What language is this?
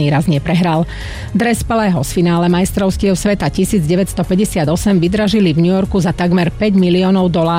Slovak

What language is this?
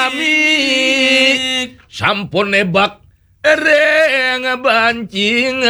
Balinese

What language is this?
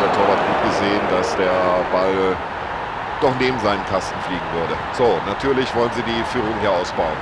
Bavarian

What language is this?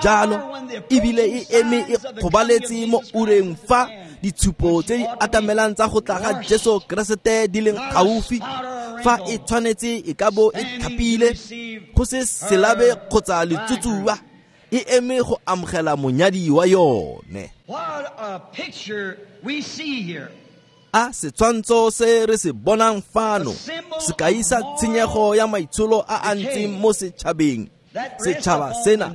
Tswana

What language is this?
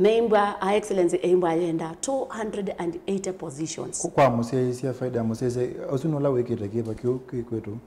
Kamba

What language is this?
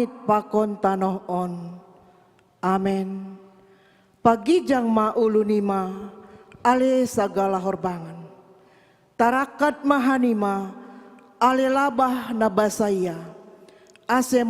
Batak Simalungun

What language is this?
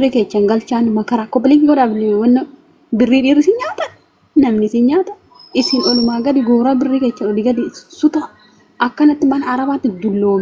Oromo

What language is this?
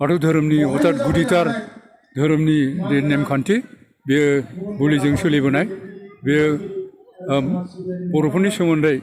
Bodo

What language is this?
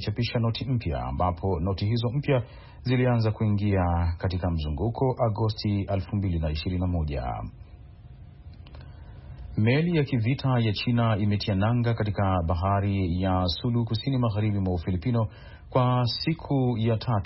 Swahili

